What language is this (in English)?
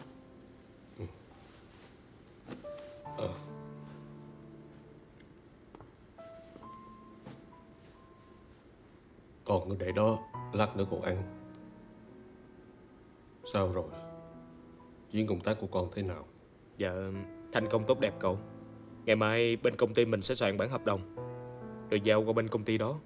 Vietnamese